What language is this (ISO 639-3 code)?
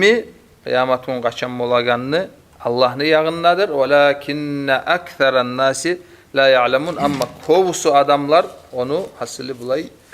kum